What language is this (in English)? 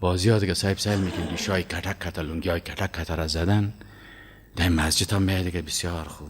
Persian